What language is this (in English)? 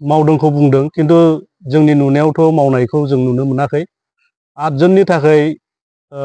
Bodo